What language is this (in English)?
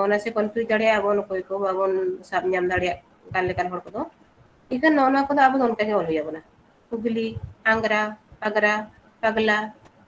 Santali